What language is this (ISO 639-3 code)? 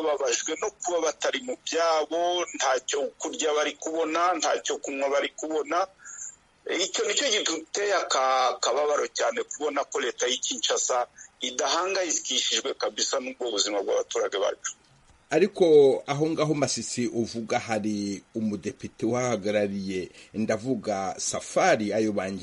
kin